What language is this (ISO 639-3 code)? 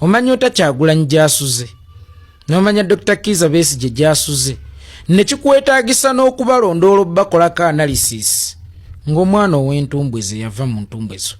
lug